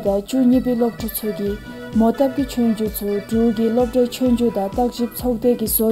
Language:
Dzongkha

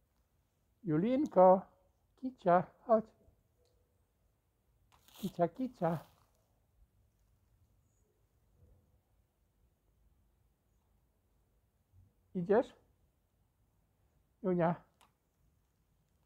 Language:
Polish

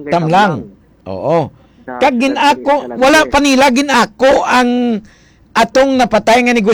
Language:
Hiligaynon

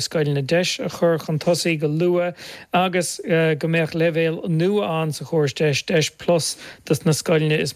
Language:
Irish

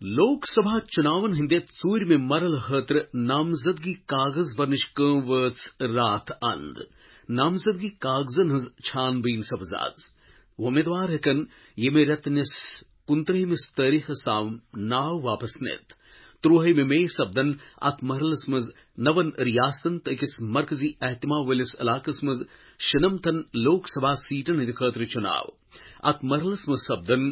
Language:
Kashmiri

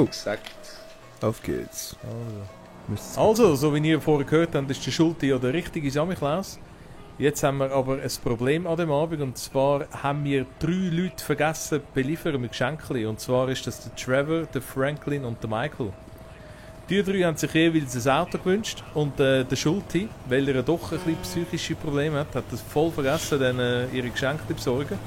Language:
Swiss German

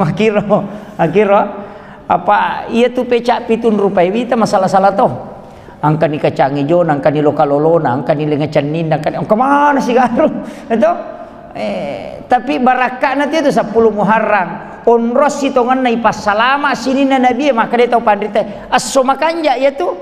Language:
Buginese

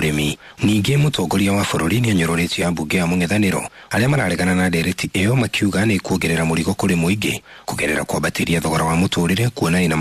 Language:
Kikuyu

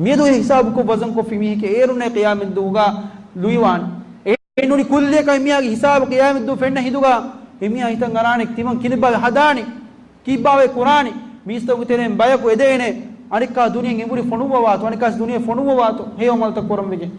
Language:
Divehi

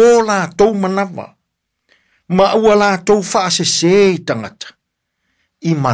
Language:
Samoan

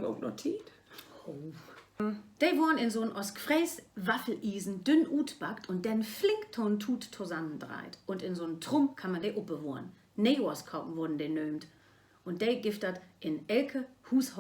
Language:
Low German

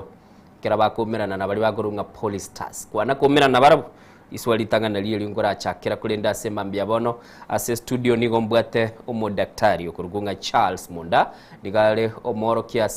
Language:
Gusii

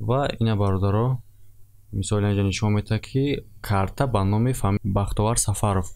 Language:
Tajik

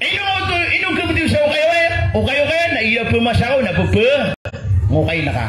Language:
Maranao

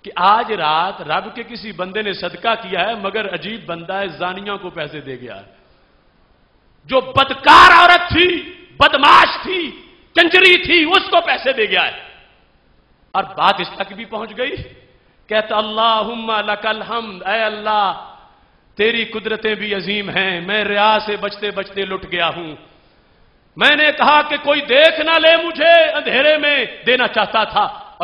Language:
Urdu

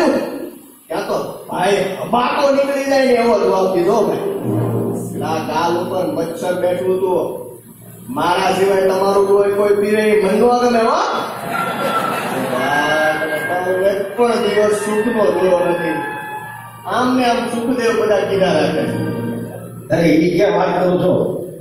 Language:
Gujarati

